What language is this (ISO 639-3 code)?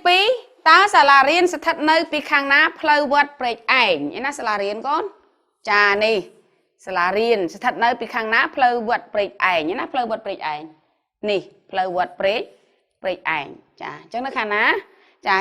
khm